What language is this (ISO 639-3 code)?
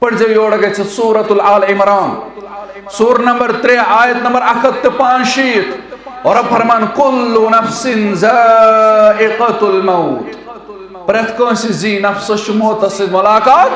kas